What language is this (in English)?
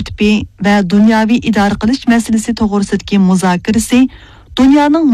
Uyghur